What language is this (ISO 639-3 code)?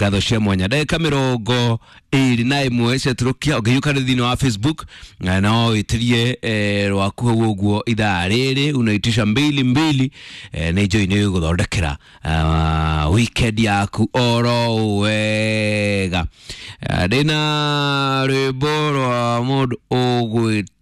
kik